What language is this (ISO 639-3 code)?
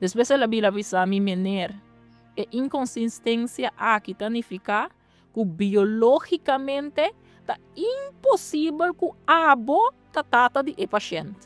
pap